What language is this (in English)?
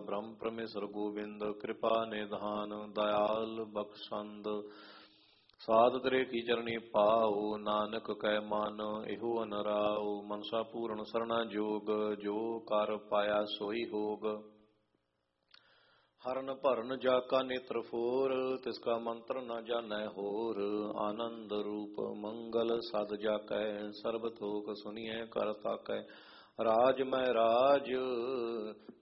Punjabi